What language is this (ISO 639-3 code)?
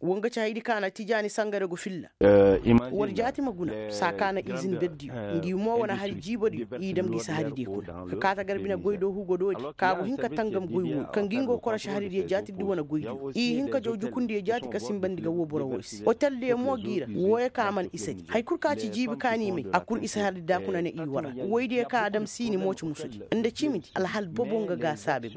ses